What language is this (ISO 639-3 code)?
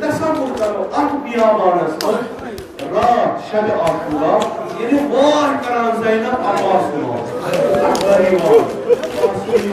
kas